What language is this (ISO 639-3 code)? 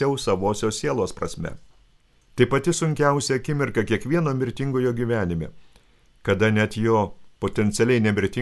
lit